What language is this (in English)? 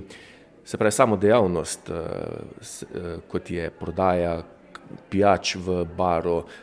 Slovenian